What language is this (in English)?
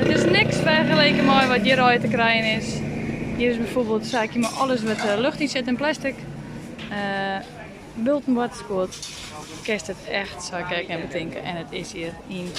Western Frisian